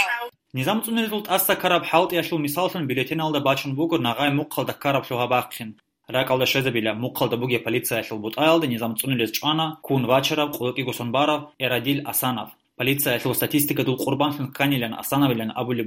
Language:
Avaric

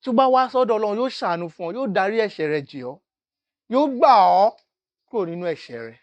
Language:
Yoruba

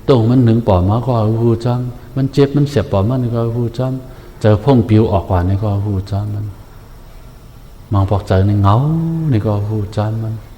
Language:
Shan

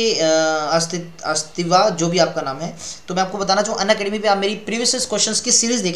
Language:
Hindi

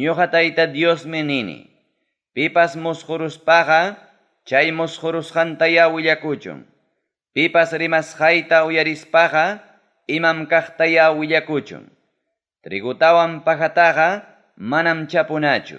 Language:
Ayacucho Quechua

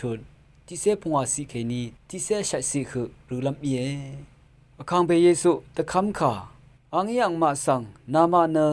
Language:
Rawang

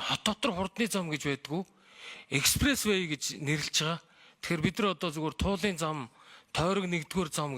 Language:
Mongolian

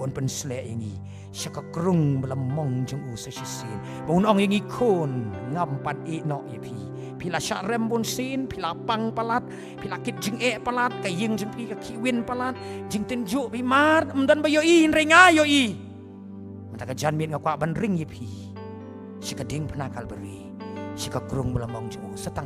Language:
Khasi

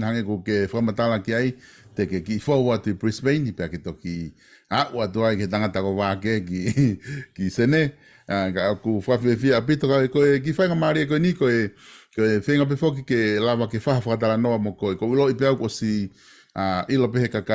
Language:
Tongan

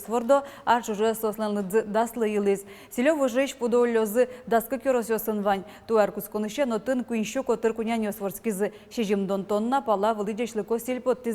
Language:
Udmurt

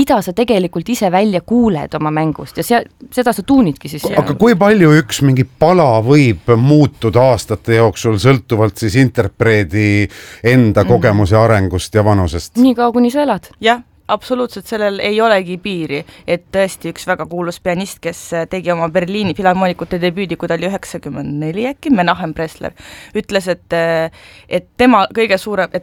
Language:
Estonian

